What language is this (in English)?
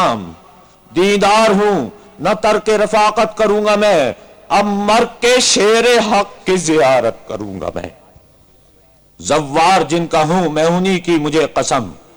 Urdu